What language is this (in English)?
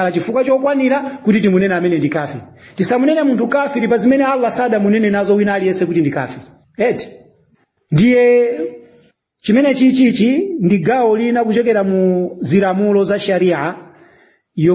Nyanja